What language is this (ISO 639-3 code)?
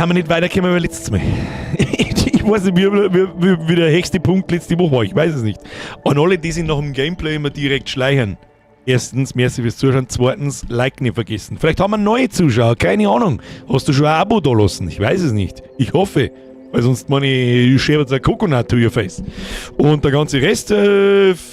bar